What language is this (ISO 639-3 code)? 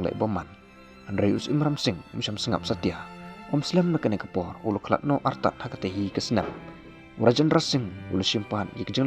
kha